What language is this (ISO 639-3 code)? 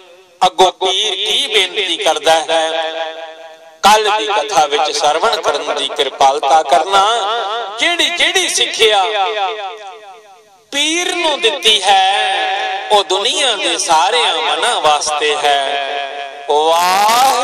pan